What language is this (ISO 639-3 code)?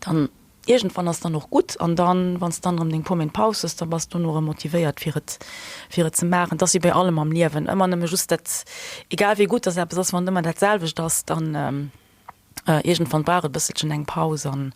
ltz